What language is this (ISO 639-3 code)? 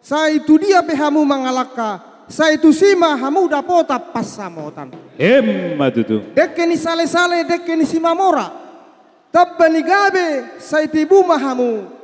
bbc